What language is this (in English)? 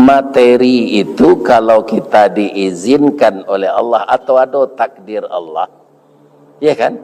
Minangkabau